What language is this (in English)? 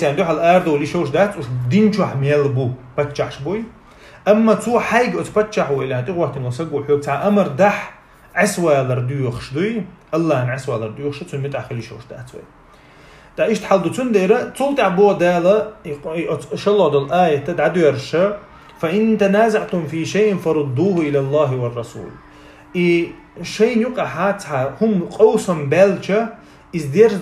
Chechen